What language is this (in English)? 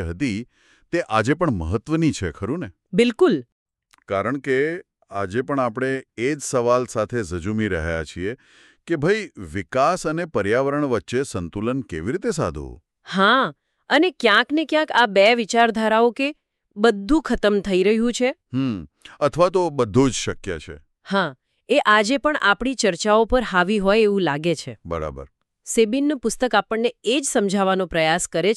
Gujarati